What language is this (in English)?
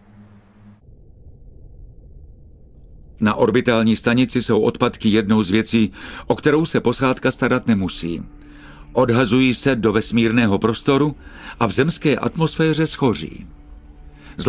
Czech